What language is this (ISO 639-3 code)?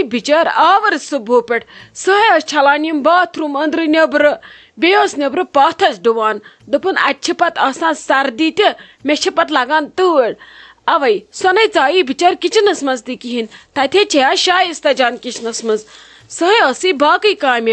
kas